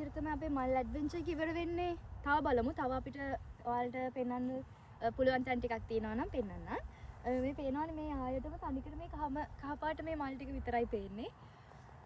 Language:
Sinhala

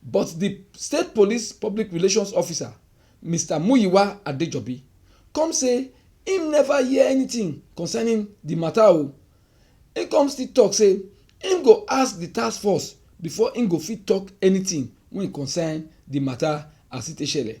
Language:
Nigerian Pidgin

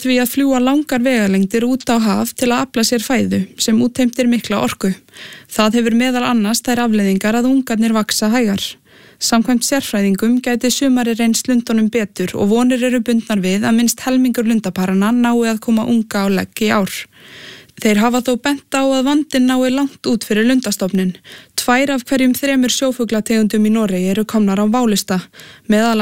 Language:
Icelandic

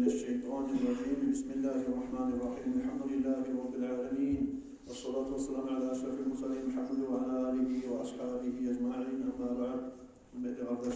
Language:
Kumyk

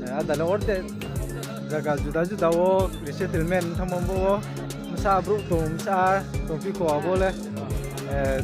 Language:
Riang (India)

